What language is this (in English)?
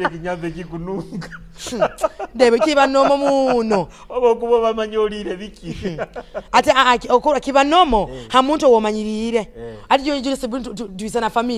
Nyoro